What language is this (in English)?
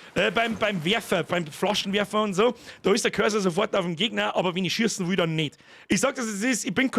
Bavarian